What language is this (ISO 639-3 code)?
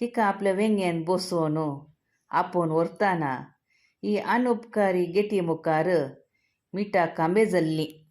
kok